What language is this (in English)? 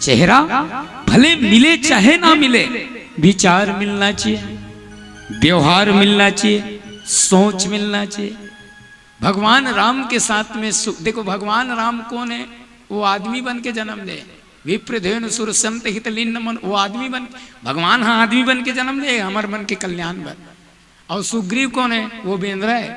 Chhattisgarhi